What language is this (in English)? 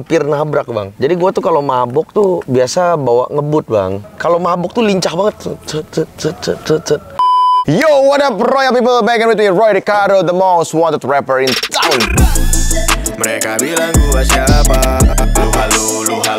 Indonesian